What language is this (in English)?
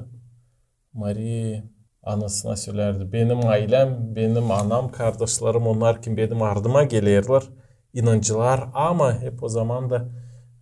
Gagauz